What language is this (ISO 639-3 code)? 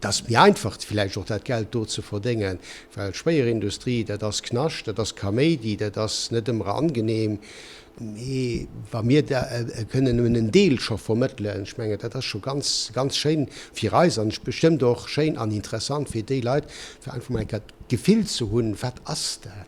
ltz